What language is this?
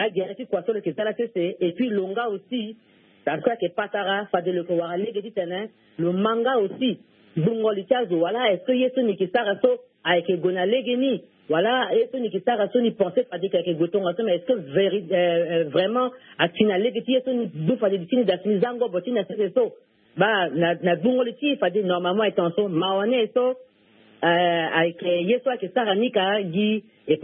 Sango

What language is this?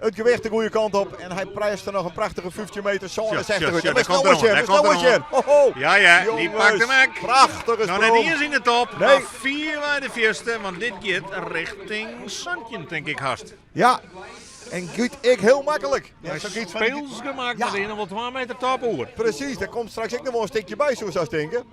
Western Frisian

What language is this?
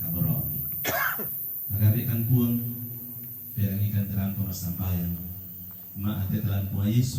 Toraja-Sa'dan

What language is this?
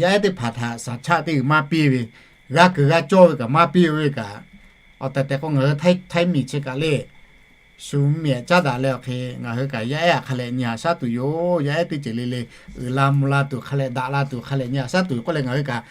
Lahu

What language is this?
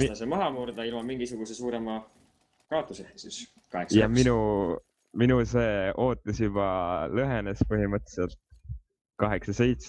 Estonian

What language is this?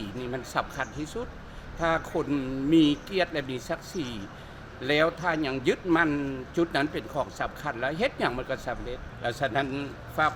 Lao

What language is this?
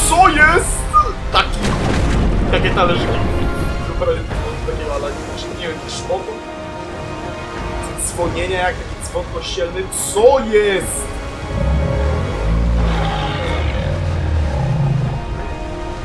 Polish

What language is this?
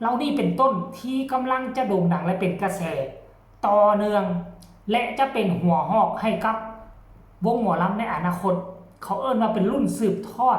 Northeastern Thai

